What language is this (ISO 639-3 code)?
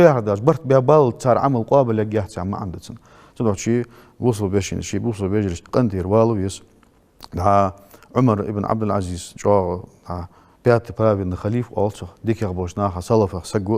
inh